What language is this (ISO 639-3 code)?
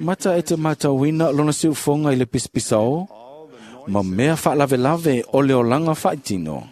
smo